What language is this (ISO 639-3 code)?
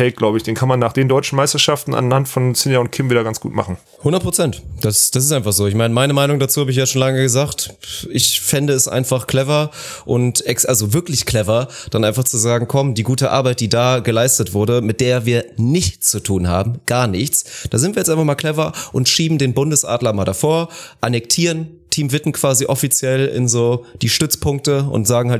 deu